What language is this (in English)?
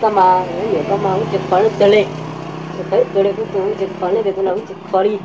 Hmong